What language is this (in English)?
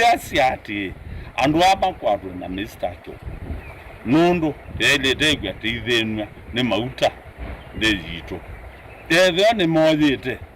Kamba